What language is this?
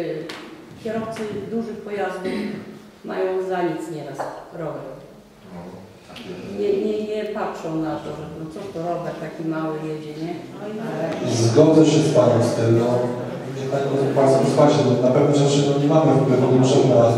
Polish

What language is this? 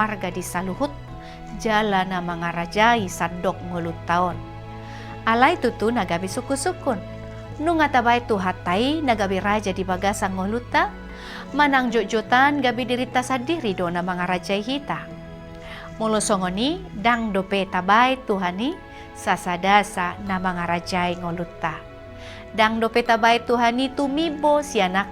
Batak Toba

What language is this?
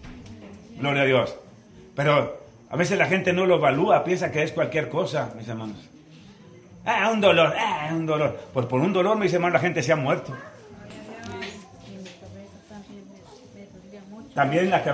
Spanish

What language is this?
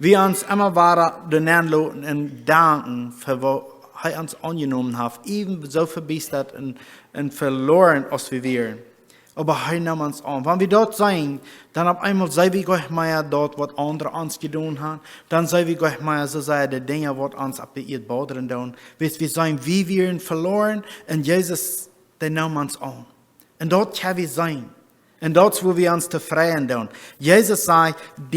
Plautdietsch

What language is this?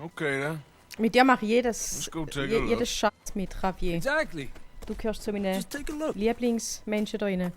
Swiss German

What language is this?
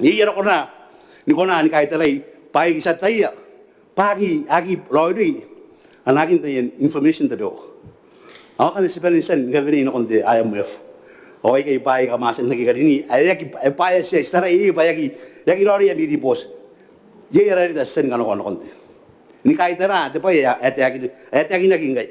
Gilbertese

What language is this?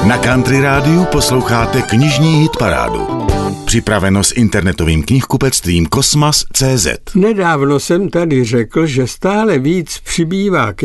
Czech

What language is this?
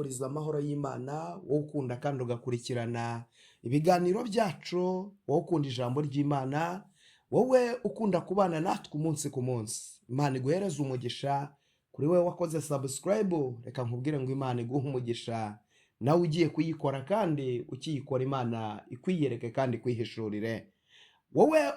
Kinyarwanda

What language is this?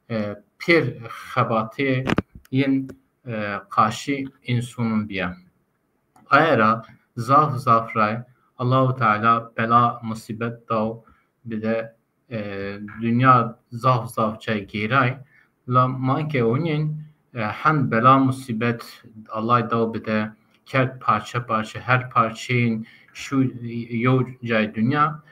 Zaza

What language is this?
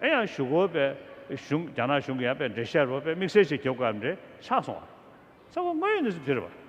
Tibetan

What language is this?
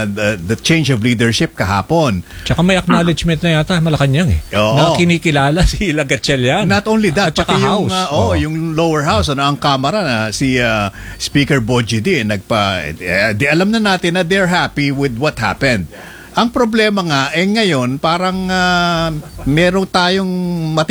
Filipino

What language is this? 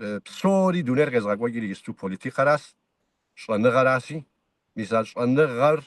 Kabardian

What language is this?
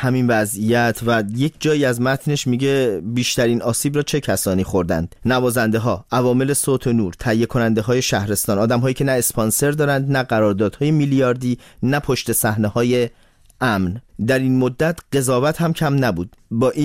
Persian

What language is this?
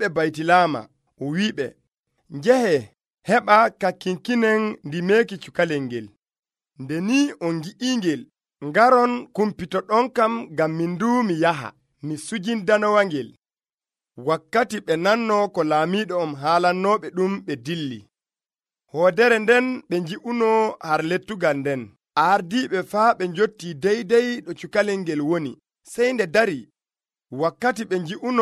Nigerian Fulfulde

